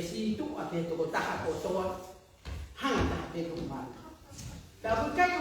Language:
Tongan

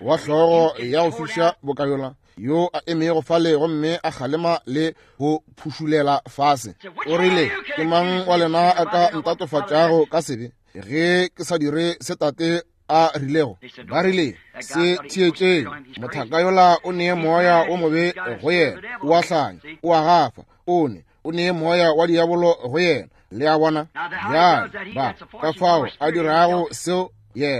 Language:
Northern Sotho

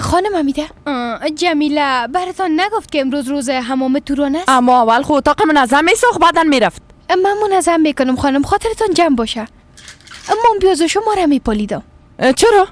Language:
Persian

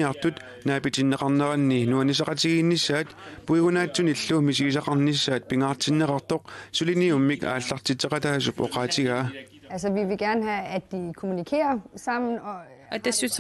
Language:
Kalaallisut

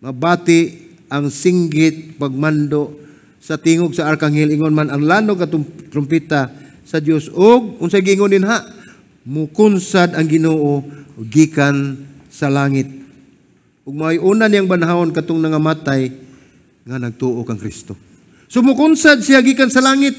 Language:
Cebuano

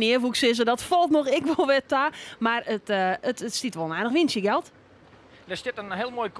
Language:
Western Frisian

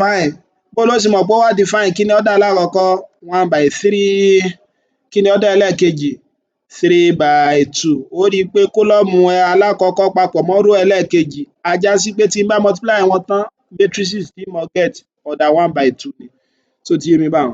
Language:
Yoruba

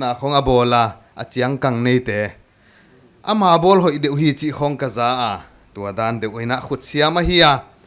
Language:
Tedim Chin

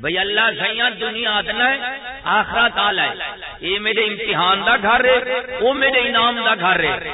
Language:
Saraiki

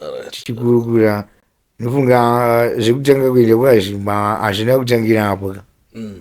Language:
Shona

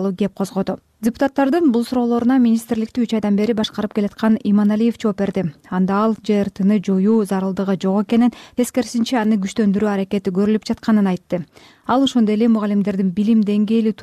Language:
Kyrgyz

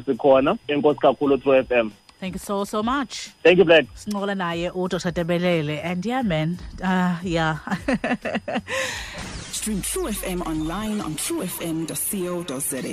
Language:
Xhosa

